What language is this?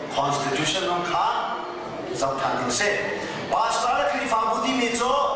Hakha Chin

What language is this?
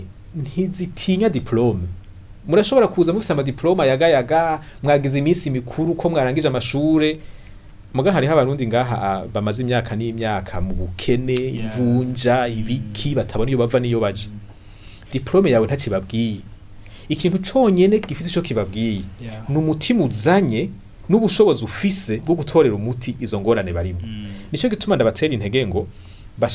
Rundi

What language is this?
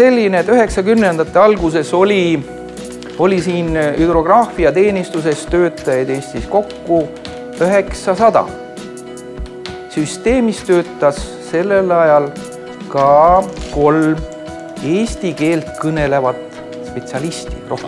Estonian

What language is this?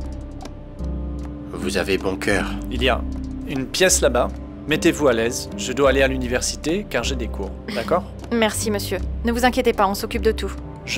French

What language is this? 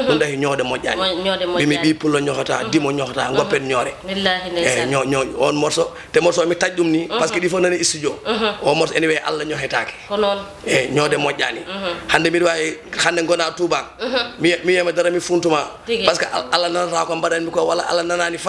Fula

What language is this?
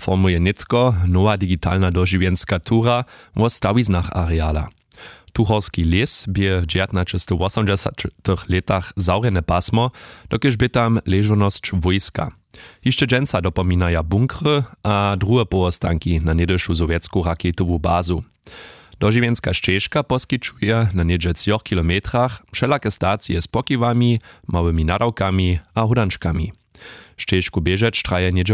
Upper Sorbian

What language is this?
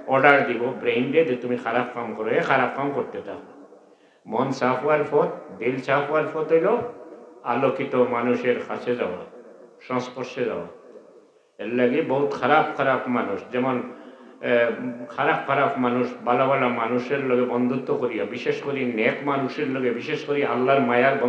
Sylheti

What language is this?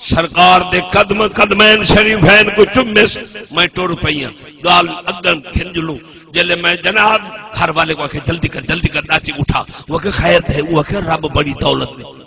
Saraiki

